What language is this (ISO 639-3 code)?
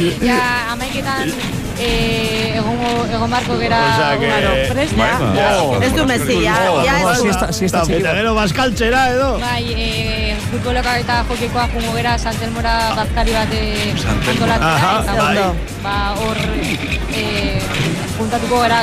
eus